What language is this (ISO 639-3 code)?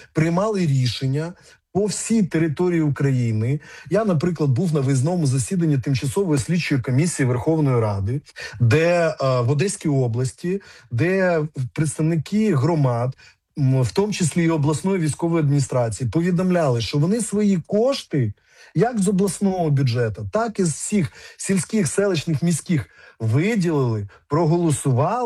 ukr